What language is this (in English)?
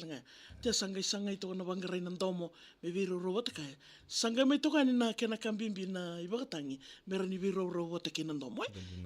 Fijian